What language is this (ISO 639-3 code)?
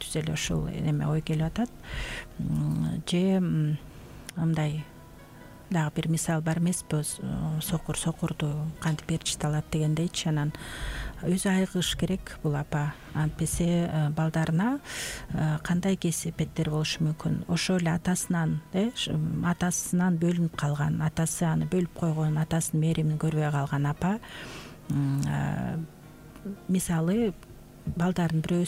kir